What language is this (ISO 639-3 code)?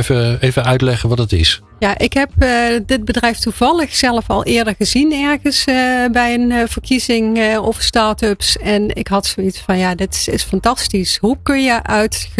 nld